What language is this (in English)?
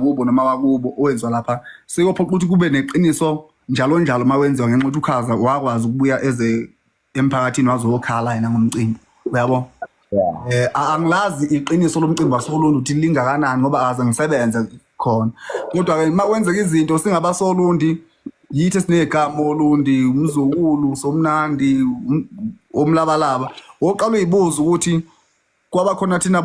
Zulu